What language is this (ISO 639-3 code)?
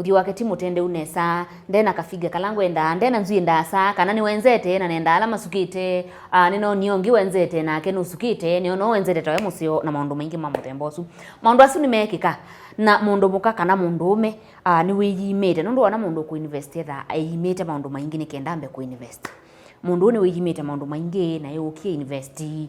kam